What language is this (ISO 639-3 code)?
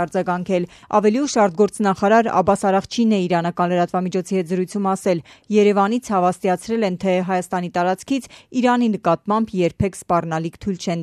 hye